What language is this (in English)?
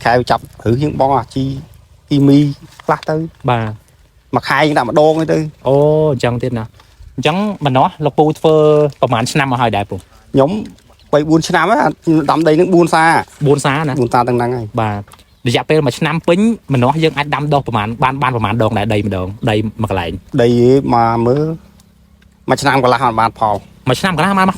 Khmer